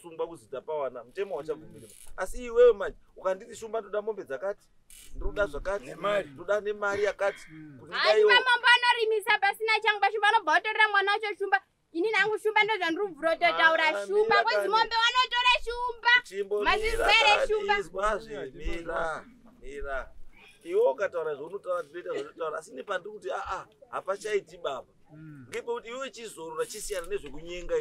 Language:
Shona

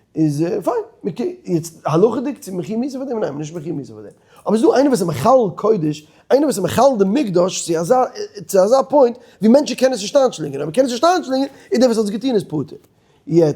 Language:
Yiddish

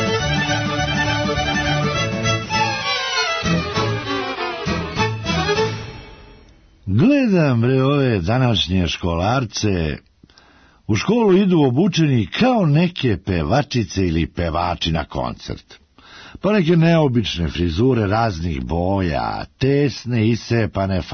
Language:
Serbian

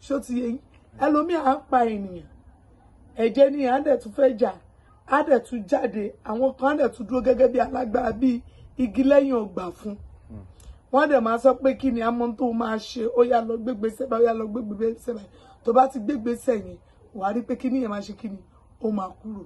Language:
Yoruba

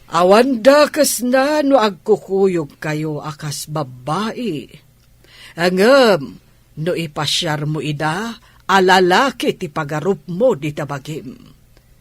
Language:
Iloko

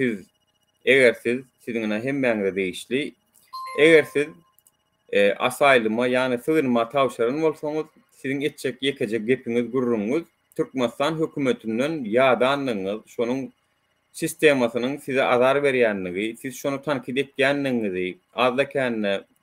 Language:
Turkmen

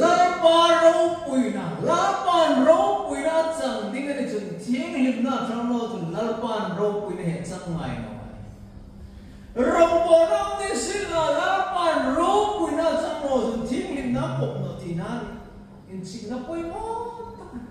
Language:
Hmar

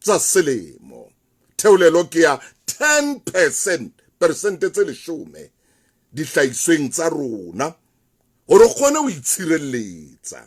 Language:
Southern Sotho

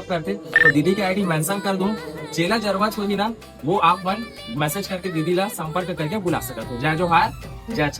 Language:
Chhattisgarhi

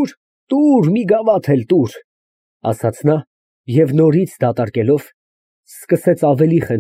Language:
Armenian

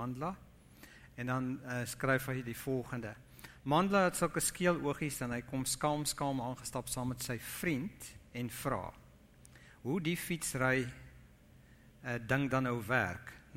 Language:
Afrikaans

